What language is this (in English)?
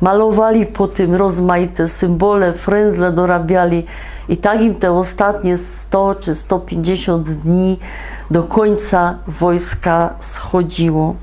Silesian